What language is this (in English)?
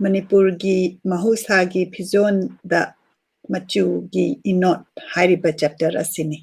Manipuri